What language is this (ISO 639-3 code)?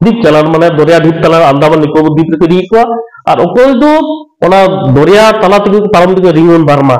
sat